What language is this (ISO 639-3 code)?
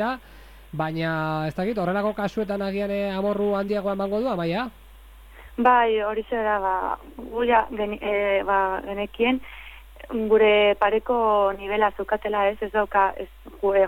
eus